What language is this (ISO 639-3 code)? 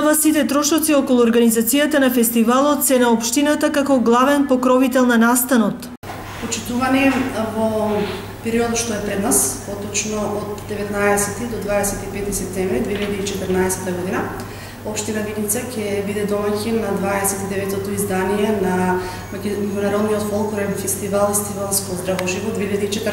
mkd